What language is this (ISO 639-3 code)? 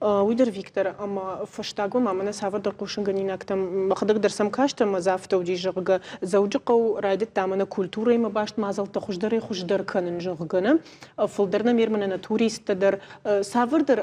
oss